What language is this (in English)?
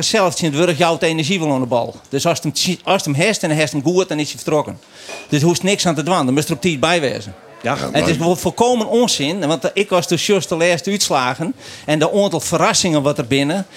Western Frisian